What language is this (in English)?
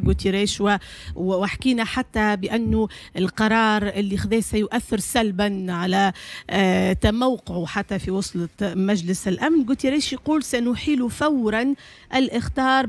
Tunisian Arabic